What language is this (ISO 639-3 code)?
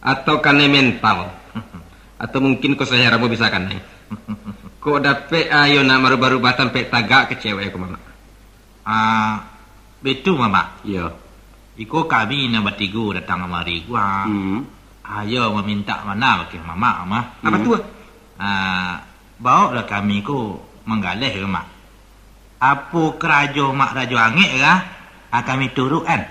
min